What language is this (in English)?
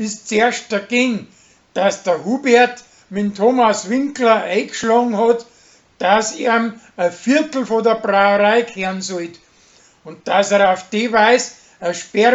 Bavarian